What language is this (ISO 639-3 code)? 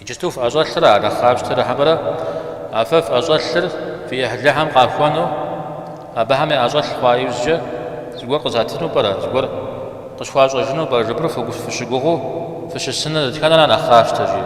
kbd